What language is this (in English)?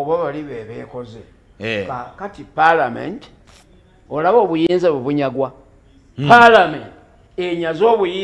Ganda